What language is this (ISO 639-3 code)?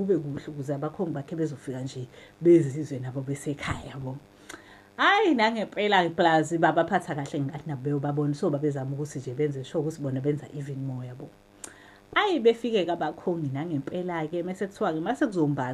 zul